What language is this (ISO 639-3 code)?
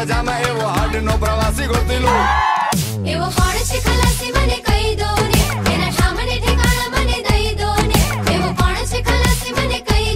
guj